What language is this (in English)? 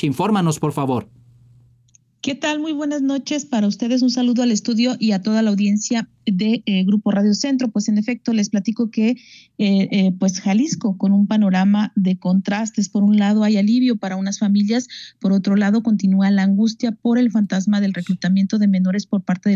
Spanish